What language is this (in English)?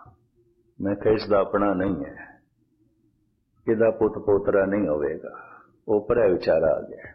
Punjabi